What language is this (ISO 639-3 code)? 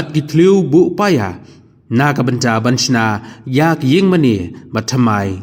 kha